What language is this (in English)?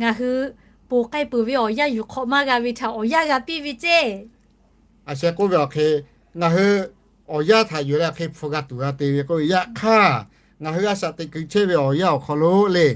Lahu